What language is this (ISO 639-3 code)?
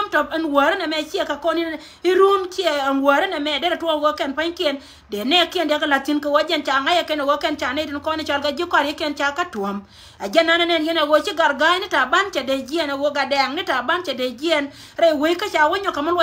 nus